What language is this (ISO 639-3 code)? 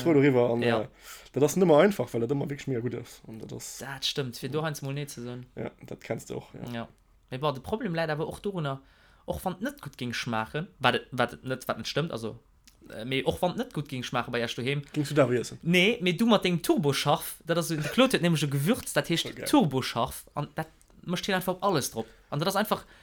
ltz